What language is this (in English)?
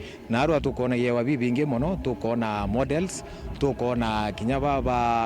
Meru